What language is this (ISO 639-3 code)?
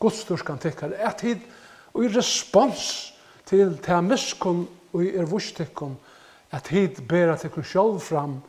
fao